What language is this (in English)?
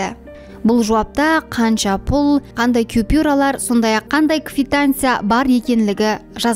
Kara-Kalpak